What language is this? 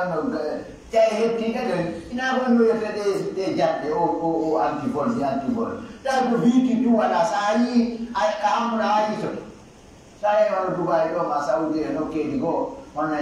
Pular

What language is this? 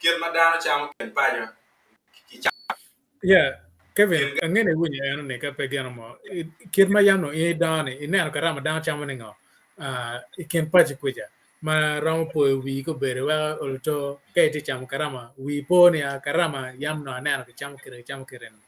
Acoli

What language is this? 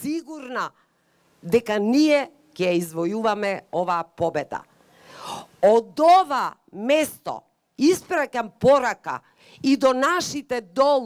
Macedonian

